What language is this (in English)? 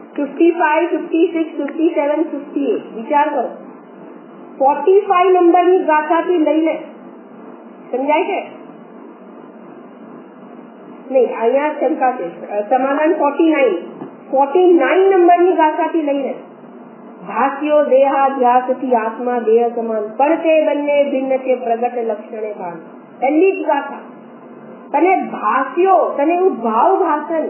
Gujarati